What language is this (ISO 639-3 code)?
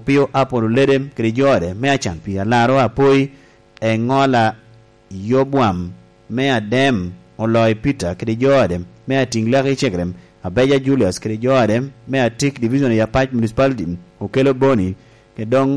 laj